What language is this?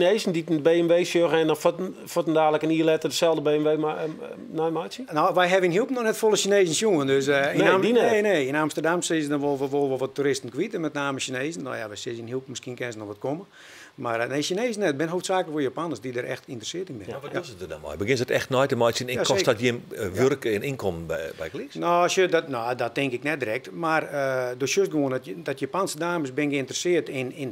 Western Frisian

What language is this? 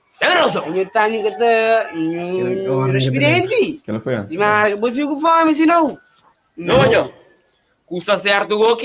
Kabuverdianu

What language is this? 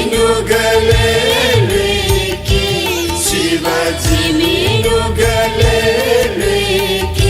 Newari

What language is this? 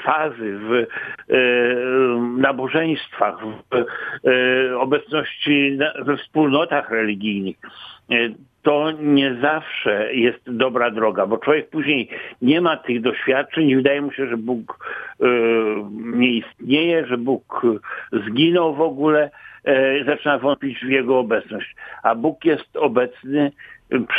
Polish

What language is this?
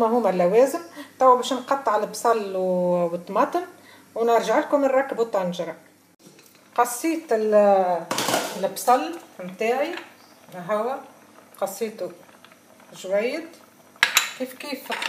Tunisian Arabic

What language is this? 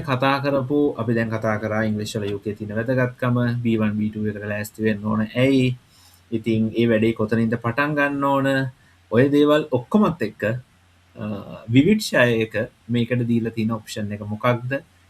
Sinhala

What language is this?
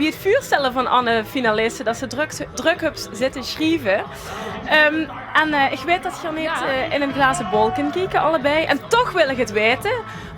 Limburgish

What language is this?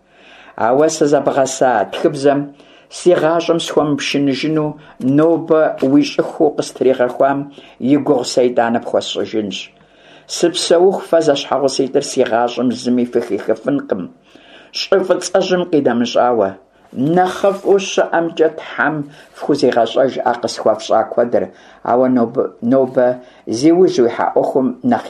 Kabardian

